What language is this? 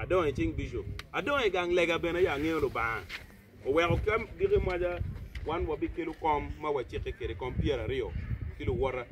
Acoli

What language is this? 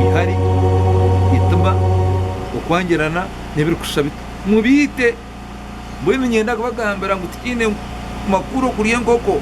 Nyankole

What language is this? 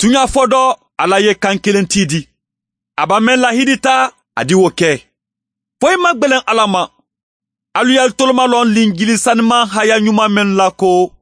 Mandingo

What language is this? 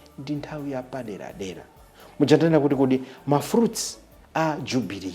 Nyanja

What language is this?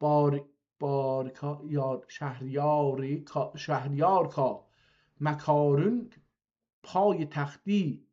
South Azerbaijani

